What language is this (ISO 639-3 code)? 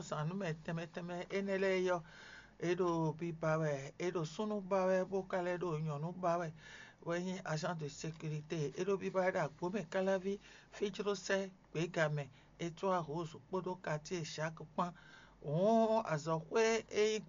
fon